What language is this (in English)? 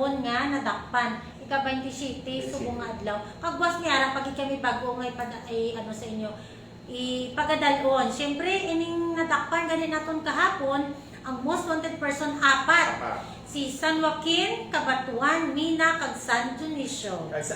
Hiligaynon